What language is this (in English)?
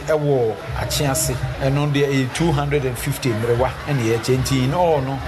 Akan